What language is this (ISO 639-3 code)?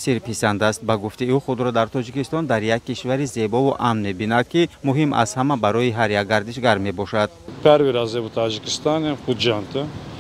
tgk